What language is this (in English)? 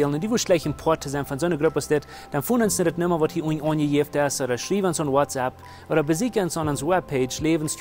Plautdietsch